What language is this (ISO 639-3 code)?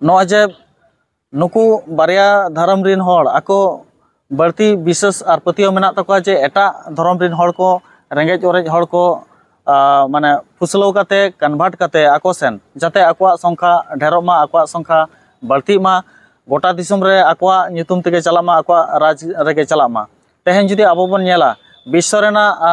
sat